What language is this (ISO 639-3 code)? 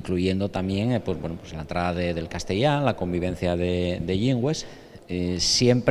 ast